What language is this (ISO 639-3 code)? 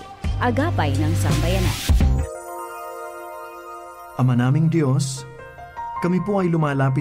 fil